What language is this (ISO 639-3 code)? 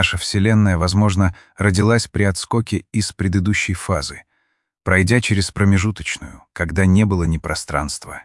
rus